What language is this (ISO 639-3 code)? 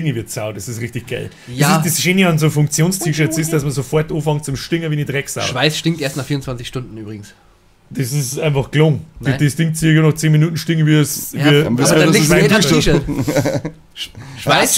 bar